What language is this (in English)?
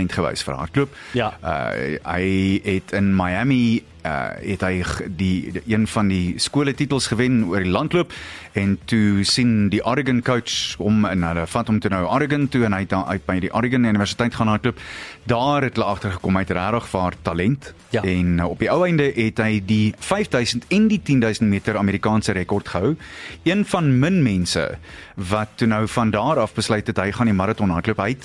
Afrikaans